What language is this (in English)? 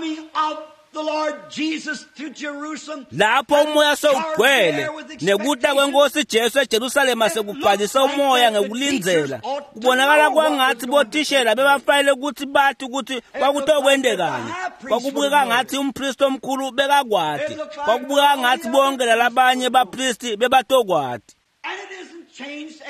Swati